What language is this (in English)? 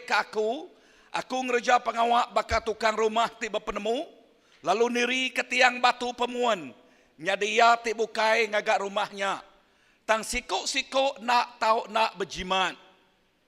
Iban